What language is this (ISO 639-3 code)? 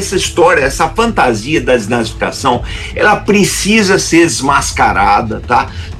por